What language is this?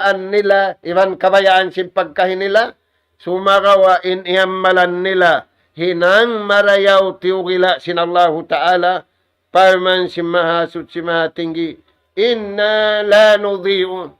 Tausug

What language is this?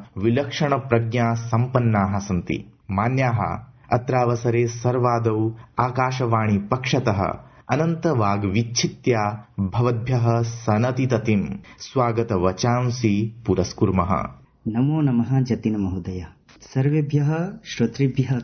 Sanskrit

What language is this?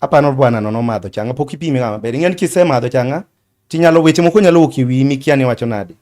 Luo (Kenya and Tanzania)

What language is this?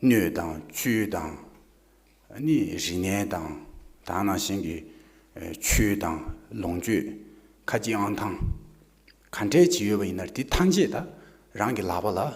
Tibetan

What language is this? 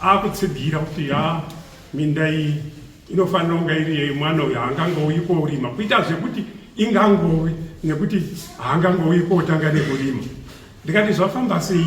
Shona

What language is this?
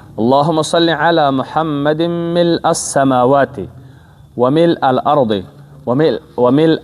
Persian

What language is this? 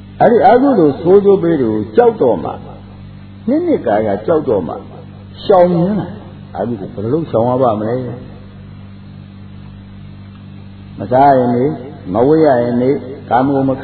Burmese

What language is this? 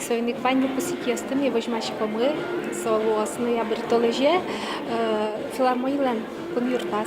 Udmurt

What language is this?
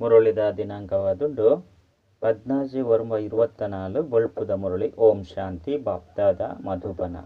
Tulu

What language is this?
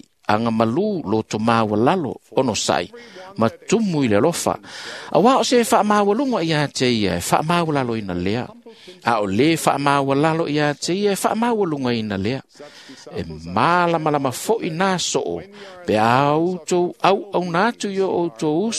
Samoan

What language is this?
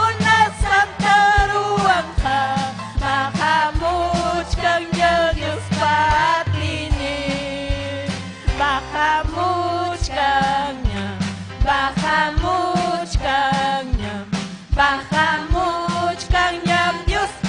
Ayacucho Quechua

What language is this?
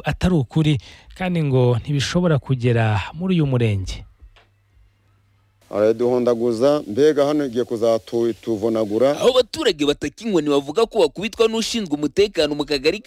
Kinyarwanda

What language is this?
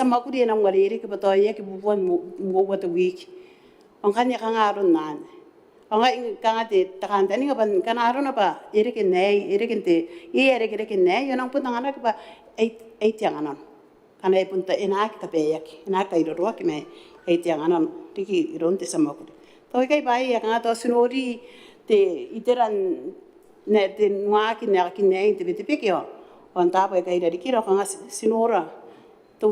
Gilbertese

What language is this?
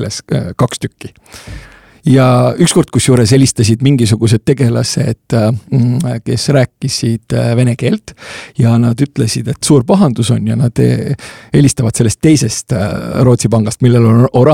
Estonian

